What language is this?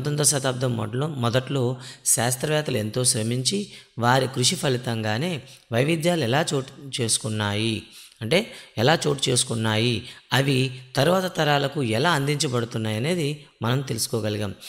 Telugu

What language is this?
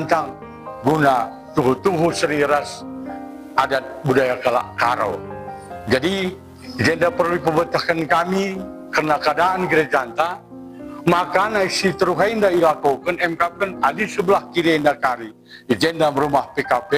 Batak Karo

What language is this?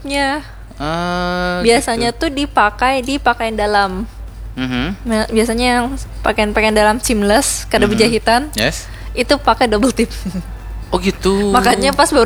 Banjar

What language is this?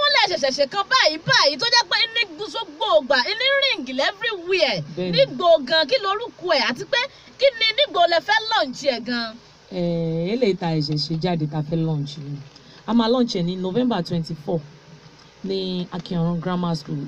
Yoruba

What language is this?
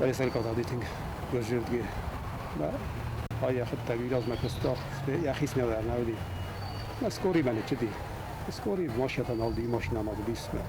Ossetic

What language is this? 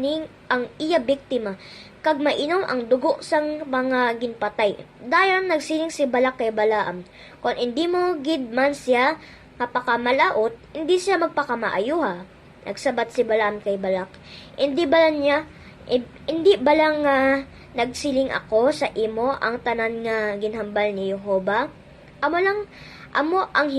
Hiligaynon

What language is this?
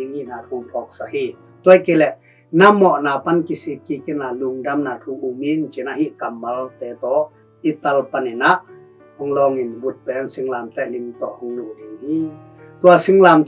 Tedim Chin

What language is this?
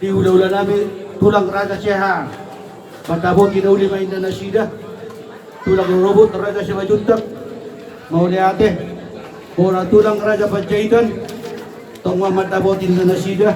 Batak Toba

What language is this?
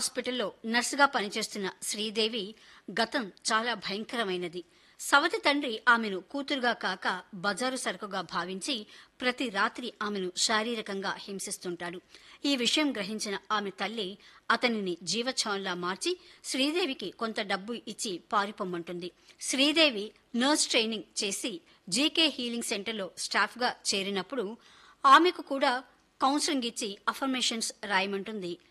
Telugu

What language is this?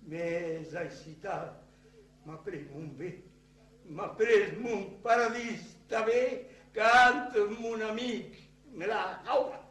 Occitan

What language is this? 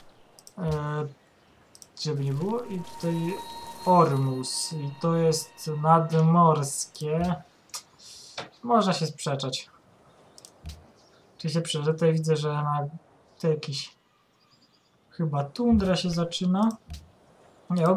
Polish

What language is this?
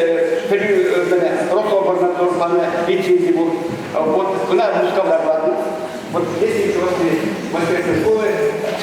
Chuvash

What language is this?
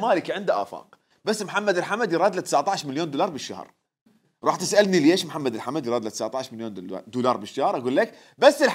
Mesopotamian Arabic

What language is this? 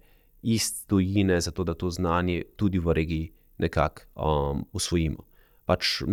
Slovenian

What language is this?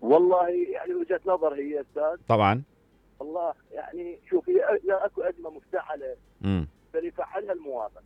Mesopotamian Arabic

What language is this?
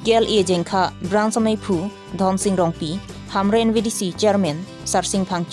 Karbi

